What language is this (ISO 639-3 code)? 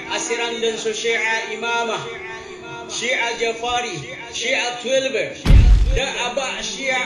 mrw